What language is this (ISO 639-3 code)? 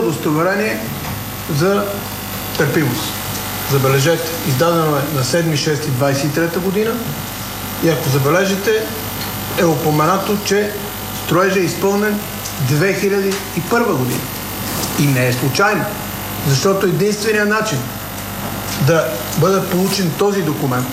bul